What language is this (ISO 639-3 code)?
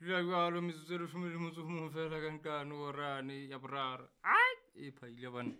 sot